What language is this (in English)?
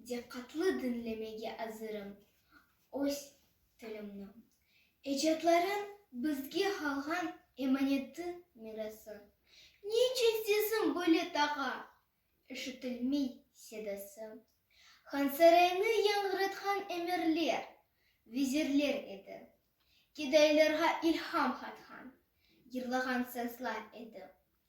Crimean Tatar